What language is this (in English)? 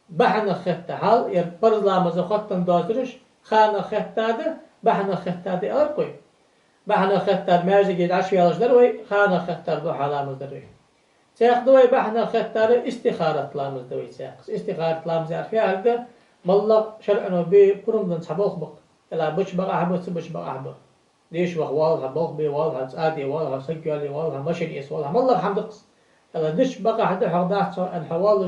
Ingush